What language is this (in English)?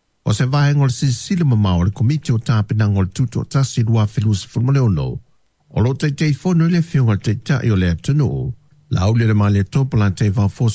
Samoan